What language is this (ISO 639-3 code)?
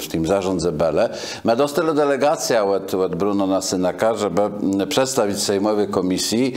csb